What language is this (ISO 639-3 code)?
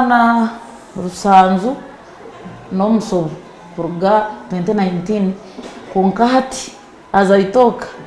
nyn